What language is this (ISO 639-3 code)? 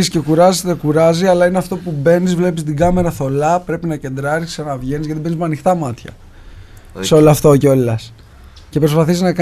ell